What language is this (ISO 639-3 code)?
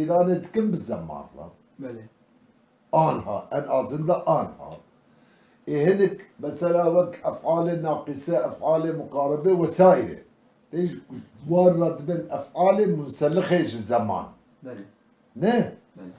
kur